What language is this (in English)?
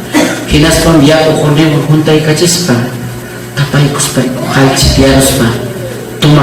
Ayacucho Quechua